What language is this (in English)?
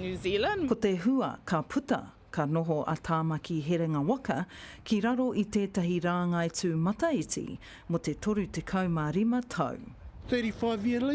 Māori